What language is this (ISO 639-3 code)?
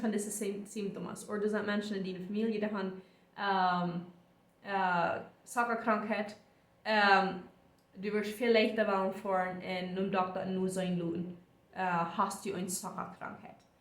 pdt